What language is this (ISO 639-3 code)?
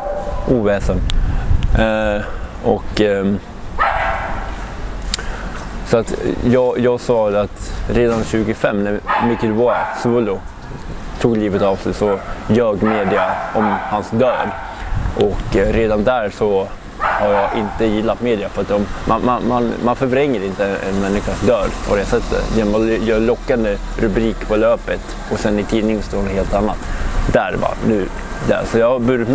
swe